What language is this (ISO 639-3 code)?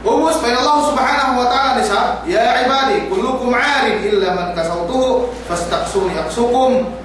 yka